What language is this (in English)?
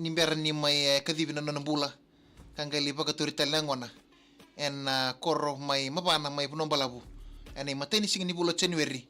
Fijian